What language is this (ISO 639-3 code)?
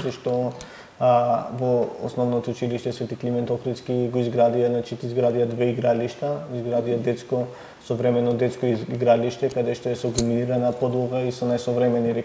mkd